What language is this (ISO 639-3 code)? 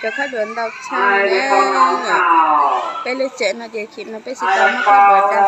hmn